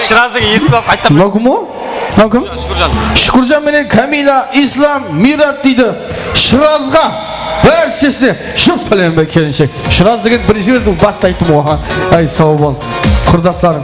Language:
Kara-Kalpak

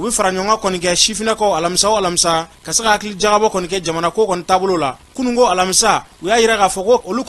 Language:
Bambara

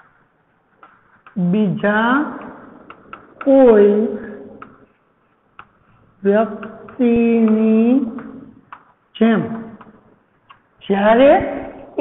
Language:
Gujarati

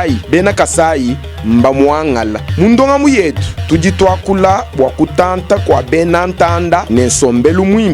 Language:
Luba-Lulua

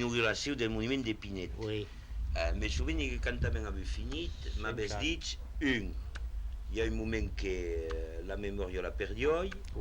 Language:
Occitan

